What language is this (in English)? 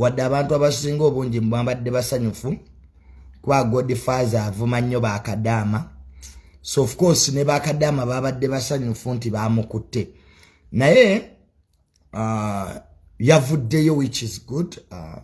Ganda